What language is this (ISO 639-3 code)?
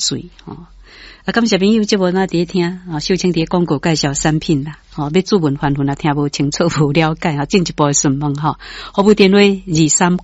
nan